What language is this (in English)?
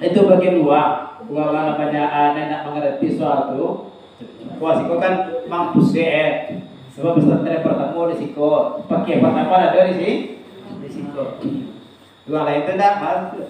Minangkabau